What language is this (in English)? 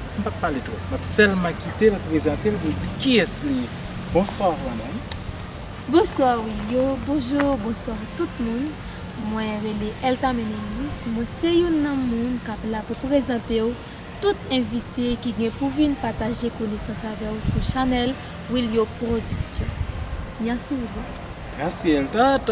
Haitian Creole